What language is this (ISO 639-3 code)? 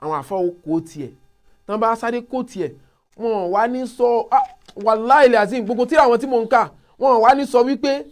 yor